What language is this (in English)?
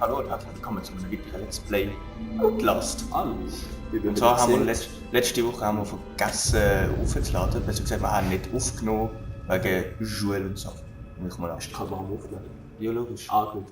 Swiss German